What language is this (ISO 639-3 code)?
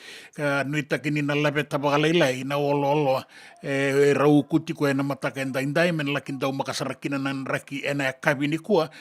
fij